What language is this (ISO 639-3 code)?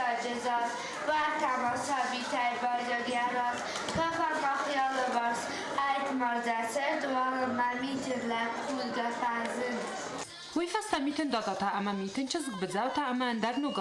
oss